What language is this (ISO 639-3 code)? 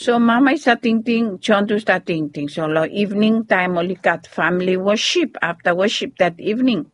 bis